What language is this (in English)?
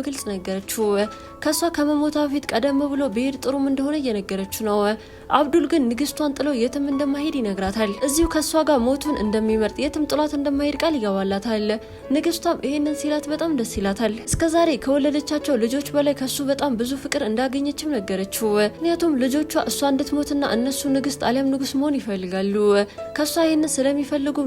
Amharic